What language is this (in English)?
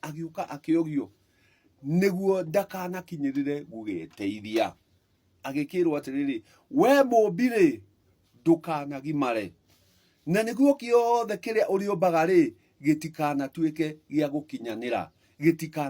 Kikuyu